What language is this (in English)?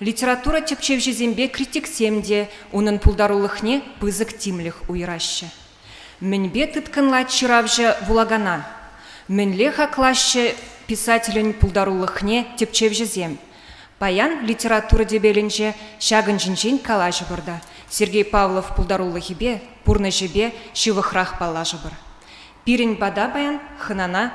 Chuvash